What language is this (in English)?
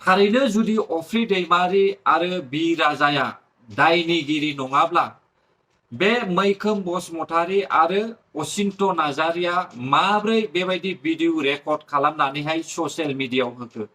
Bodo